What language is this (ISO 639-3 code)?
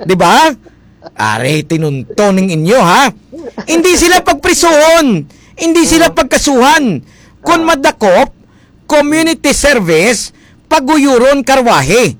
hil